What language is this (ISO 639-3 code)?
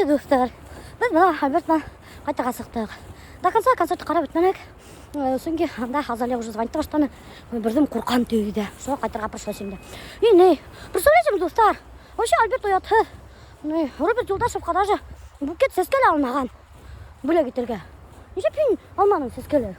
bak